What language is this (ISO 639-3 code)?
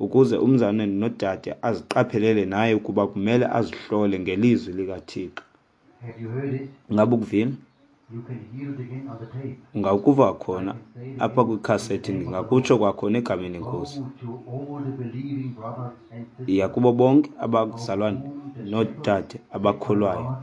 xho